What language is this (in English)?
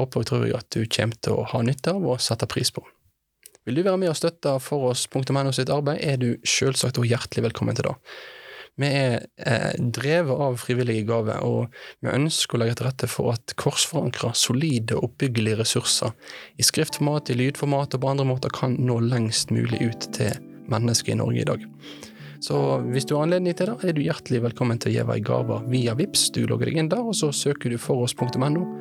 Norwegian